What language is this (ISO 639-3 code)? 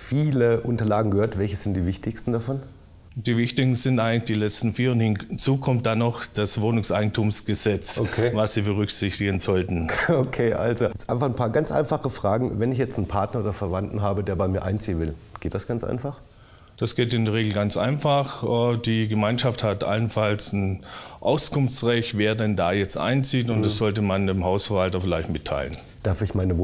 deu